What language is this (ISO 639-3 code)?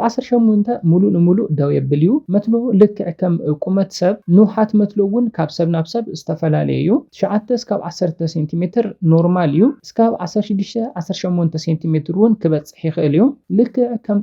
tir